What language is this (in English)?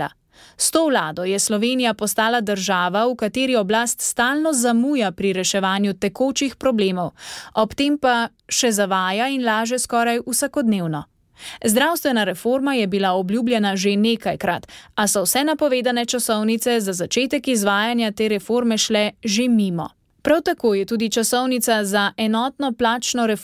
Slovenian